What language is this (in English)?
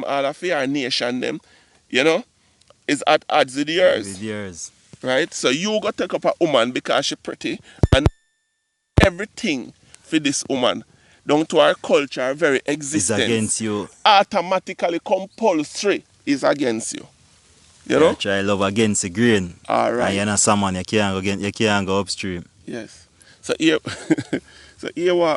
Jamaican Creole English